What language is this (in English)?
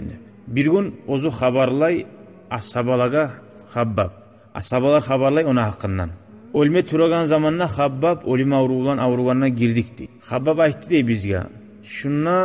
Kumyk